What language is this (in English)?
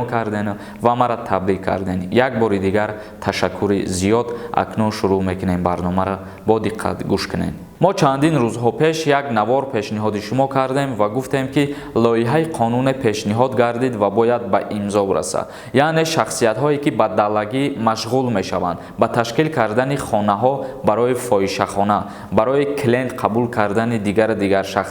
Tajik